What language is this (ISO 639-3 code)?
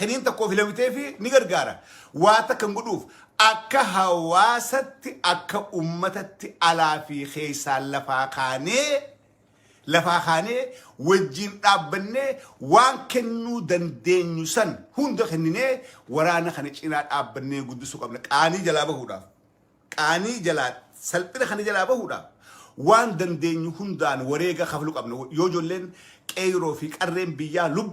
orm